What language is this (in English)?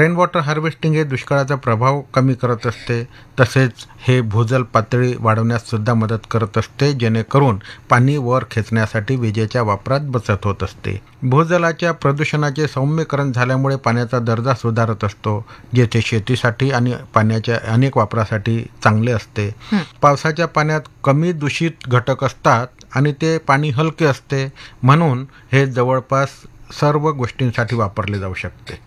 Marathi